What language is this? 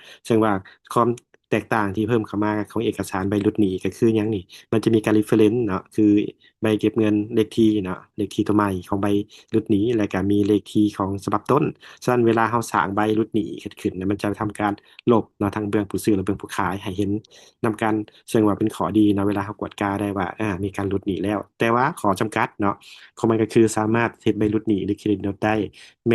Lao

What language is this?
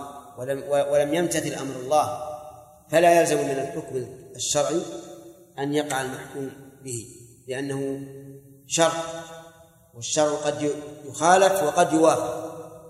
Arabic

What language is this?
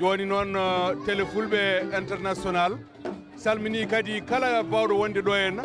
Fula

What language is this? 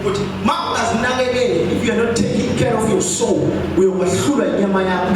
Zulu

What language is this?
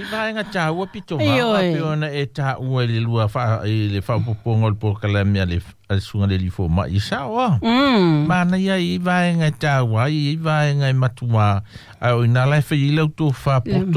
Samoan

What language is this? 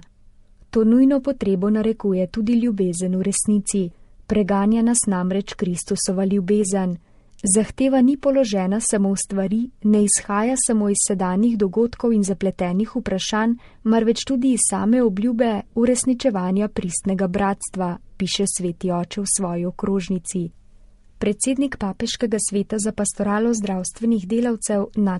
Slovenian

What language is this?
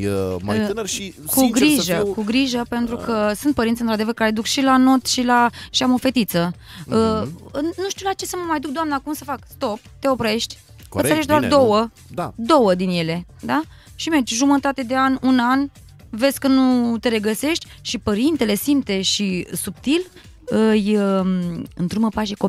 Romanian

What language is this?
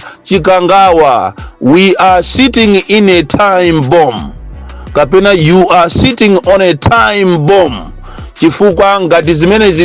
Nyanja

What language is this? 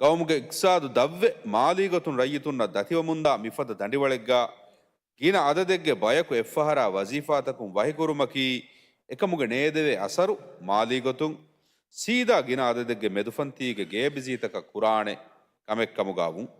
Divehi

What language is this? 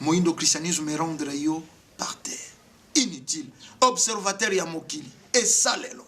Lingala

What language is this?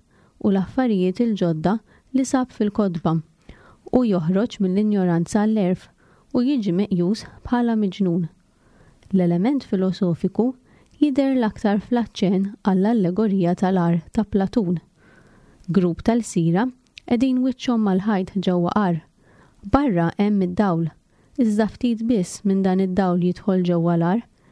Maltese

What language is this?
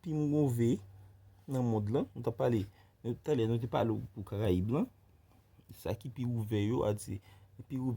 Haitian Creole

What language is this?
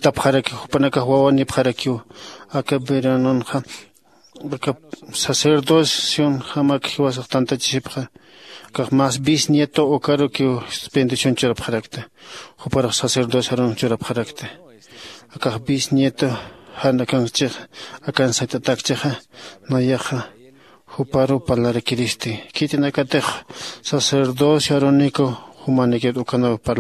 Aymara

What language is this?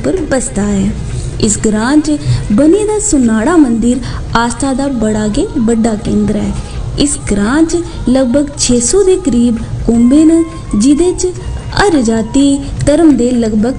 Dogri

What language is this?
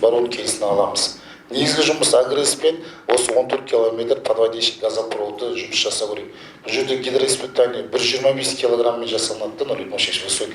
Kazakh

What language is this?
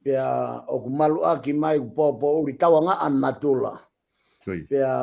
Tongan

